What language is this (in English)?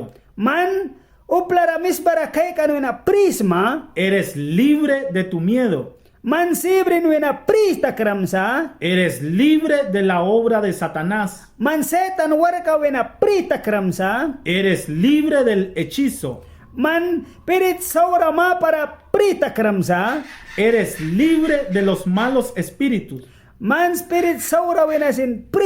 Mískito